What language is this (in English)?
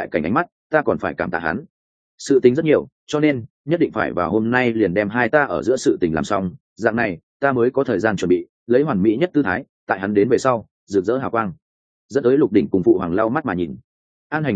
Vietnamese